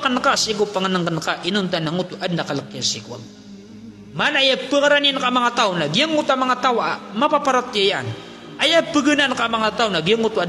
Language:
Maranao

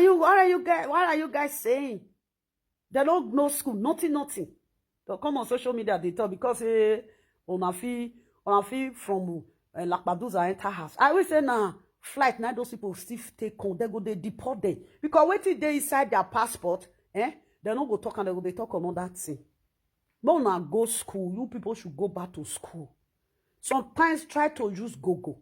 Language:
Nigerian Pidgin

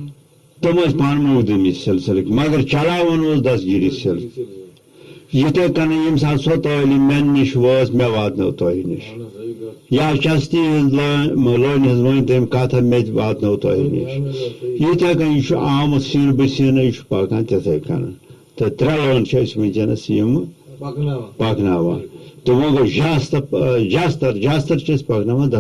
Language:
Kashmiri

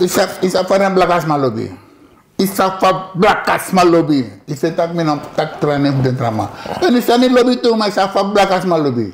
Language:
Sranan Tongo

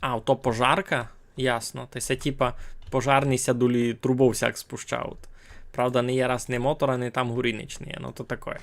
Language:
Rusyn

